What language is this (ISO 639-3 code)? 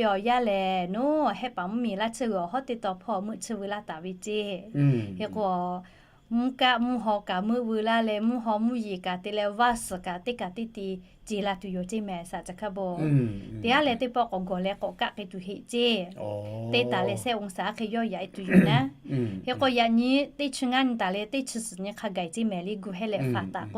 lhu